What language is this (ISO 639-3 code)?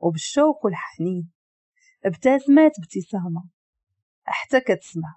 ary